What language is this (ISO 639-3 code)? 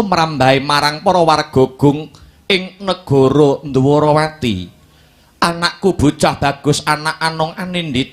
jav